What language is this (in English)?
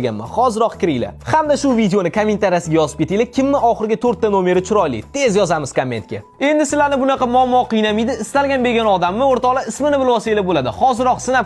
Uzbek